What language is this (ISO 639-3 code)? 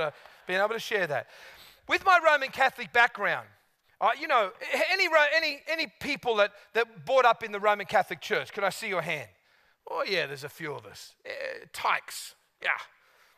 eng